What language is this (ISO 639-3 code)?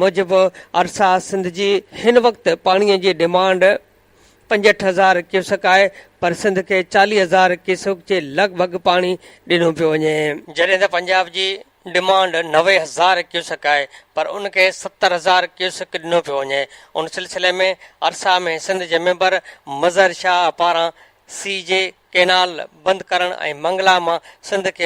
snd